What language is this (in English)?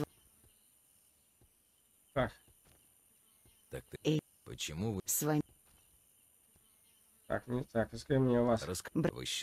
Russian